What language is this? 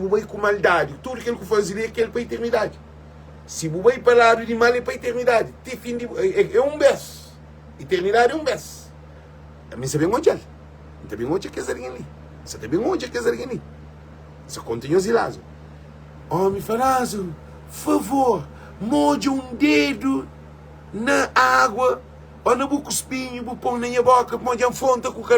Kabuverdianu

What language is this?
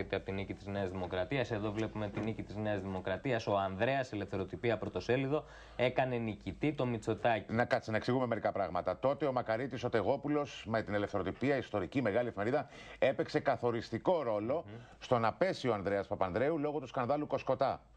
Greek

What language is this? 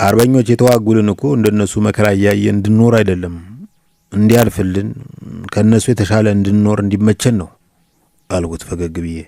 Amharic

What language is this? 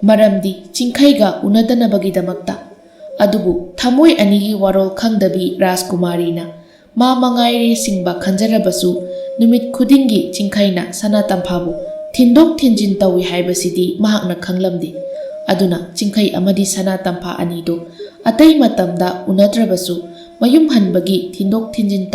Manipuri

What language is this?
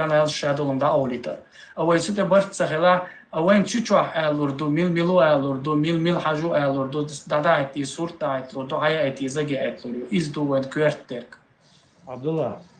Chechen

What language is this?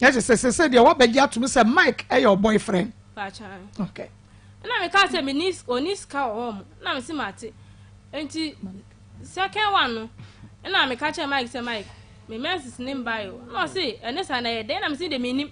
Akan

